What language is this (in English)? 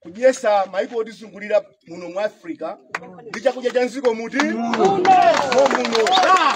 Nyanja